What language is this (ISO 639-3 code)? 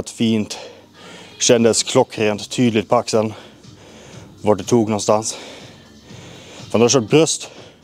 swe